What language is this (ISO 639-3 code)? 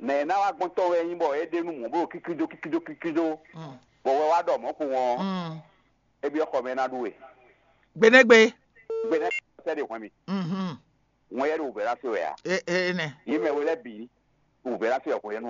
fon